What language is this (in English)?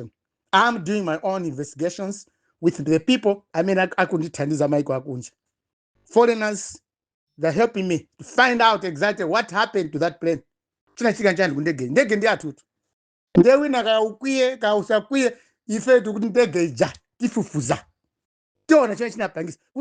Nyanja